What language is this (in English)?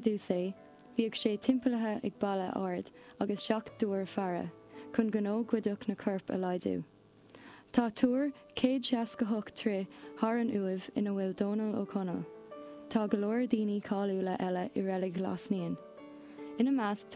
Irish